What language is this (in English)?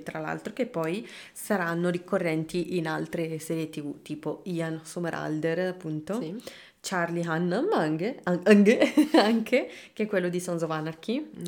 Italian